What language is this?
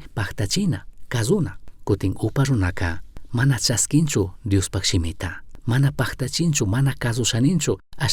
Chimborazo Highland Quichua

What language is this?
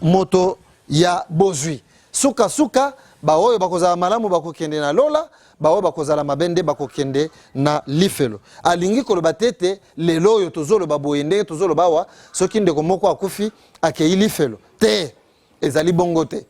Lingala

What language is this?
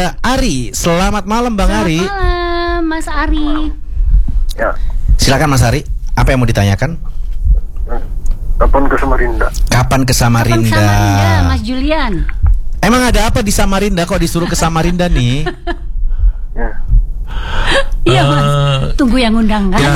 Indonesian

